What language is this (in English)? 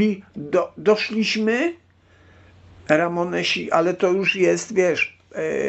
Polish